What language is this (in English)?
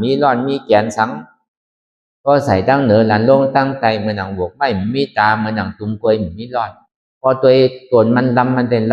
Shan